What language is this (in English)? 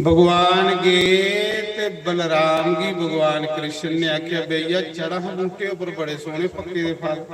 Dogri